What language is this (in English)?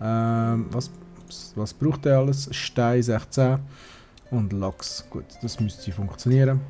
Swiss German